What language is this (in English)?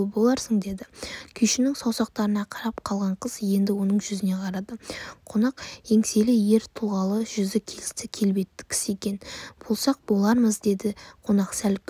Kazakh